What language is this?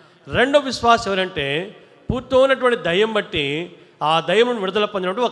Telugu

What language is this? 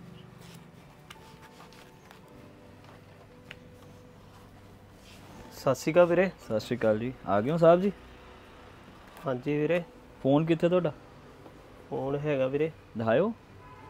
Punjabi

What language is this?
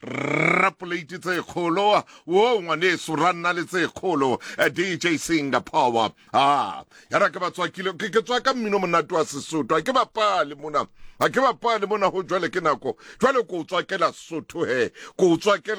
Southern Sotho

